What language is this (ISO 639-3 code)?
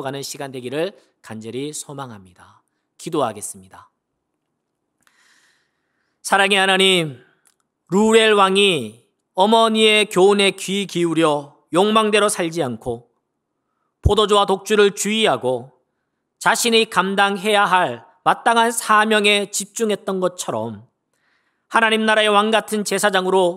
kor